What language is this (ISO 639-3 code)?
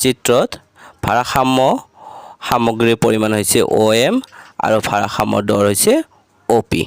asm